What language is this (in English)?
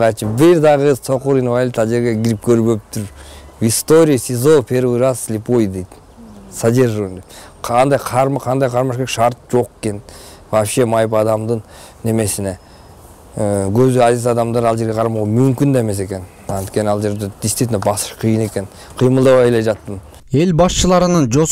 Kyrgyz